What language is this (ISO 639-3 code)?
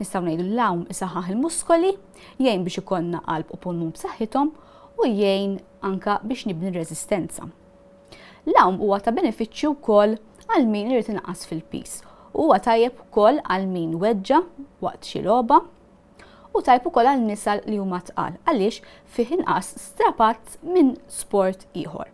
mlt